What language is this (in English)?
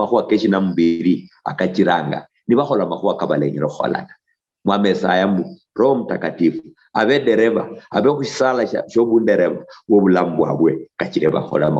Luyia